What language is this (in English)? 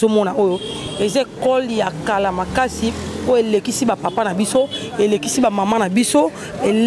Lingala